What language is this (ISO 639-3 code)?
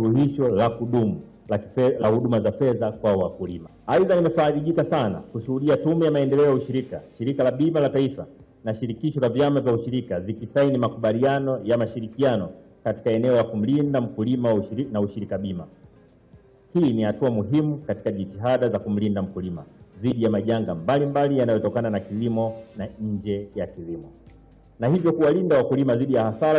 swa